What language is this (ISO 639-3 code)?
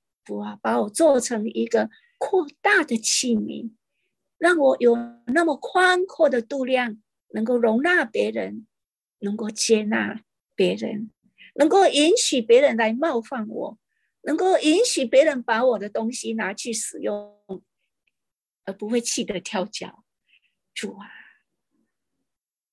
zho